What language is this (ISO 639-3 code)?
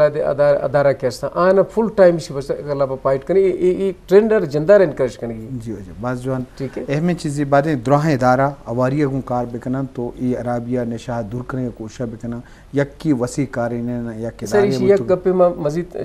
bgp